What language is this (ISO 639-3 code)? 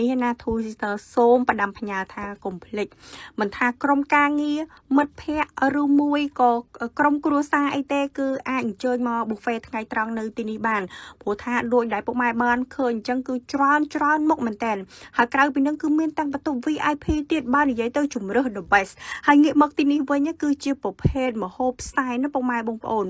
khm